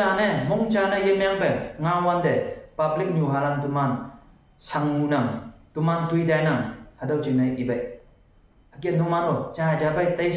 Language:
Konyak Naga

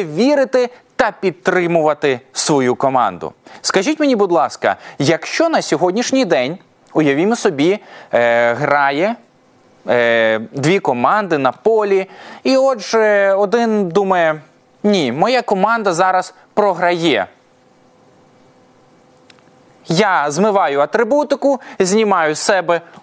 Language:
Ukrainian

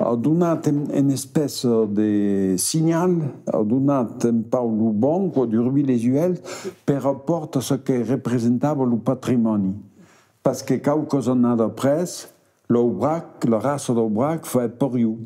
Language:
Occitan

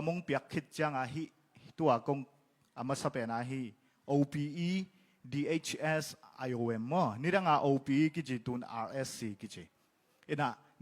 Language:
Tedim Chin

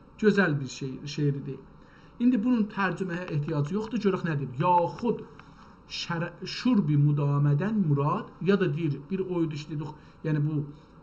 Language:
South Azerbaijani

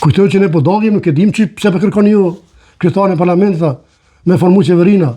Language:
Albanian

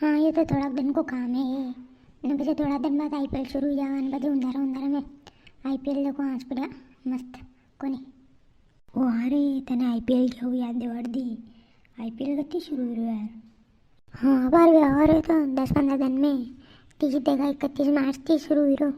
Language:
Rajasthani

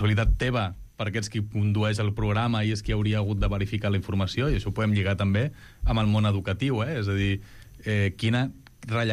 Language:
Catalan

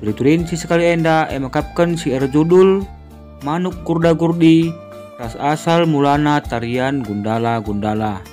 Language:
Batak Karo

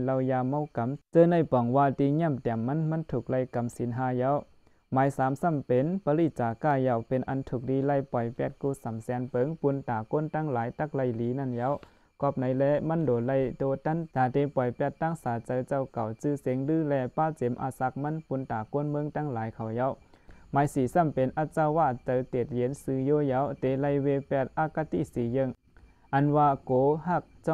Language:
Shan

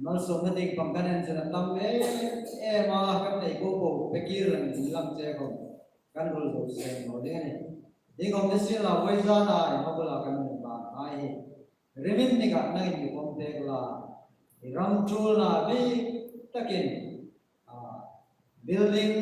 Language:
Hmar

